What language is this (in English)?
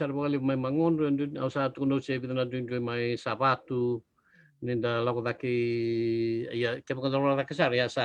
Fijian